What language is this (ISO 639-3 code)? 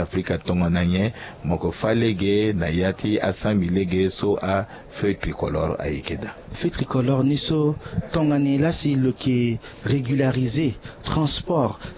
sag